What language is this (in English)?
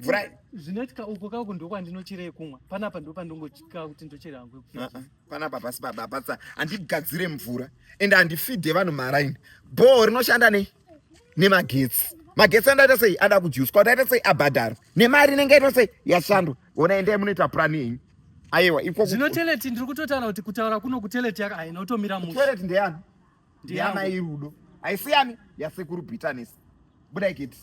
Shona